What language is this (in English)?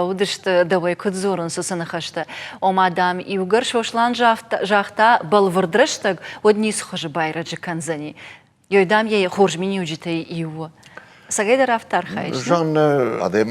Ossetic